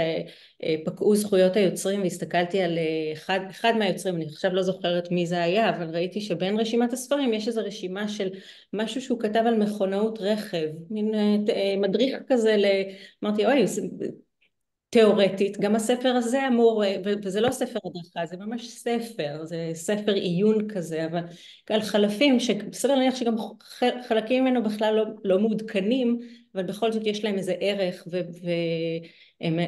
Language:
Hebrew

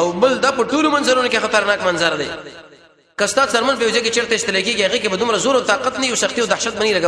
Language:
Pashto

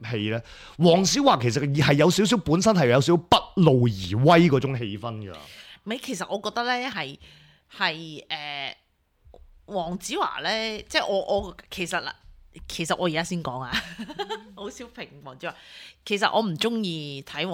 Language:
Cantonese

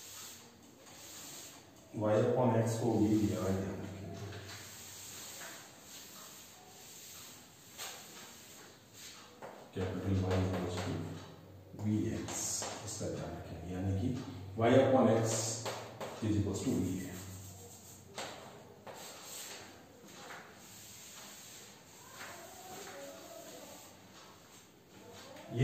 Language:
Hindi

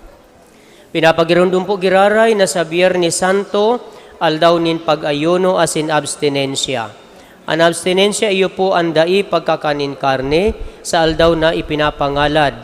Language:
Bikol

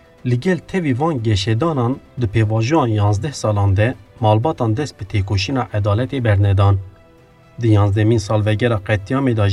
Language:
Kurdish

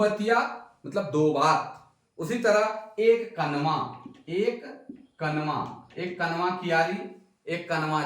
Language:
Sadri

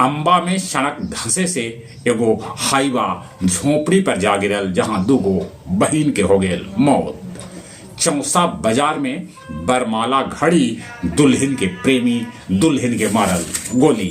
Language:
Magahi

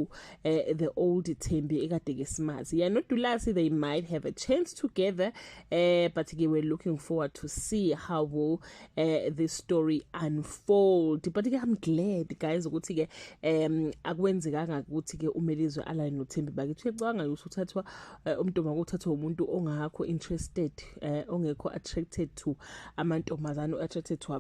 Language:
Zulu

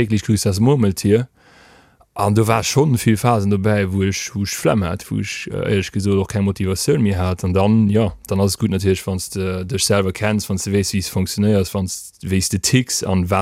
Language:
Luxembourgish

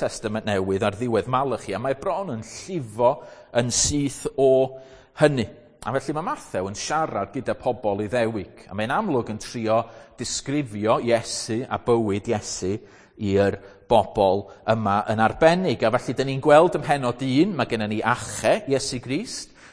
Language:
Welsh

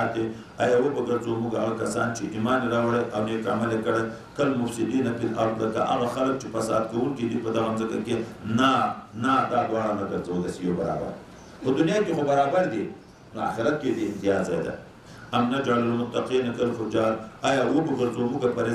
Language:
Pashto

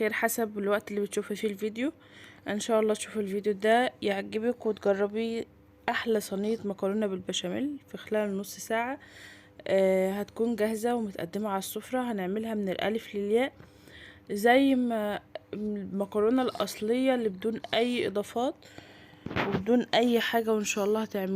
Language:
Egyptian Arabic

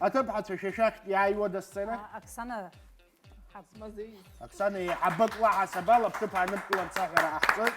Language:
Abkhazian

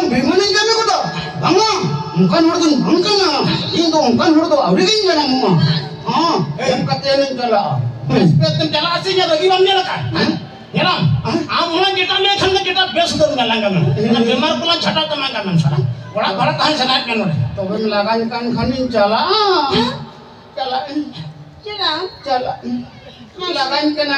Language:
Santali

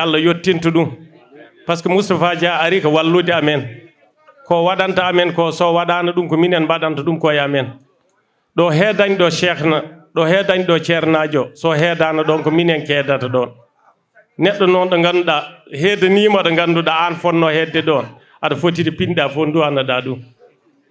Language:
Fula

